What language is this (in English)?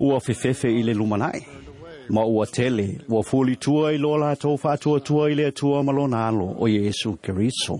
Samoan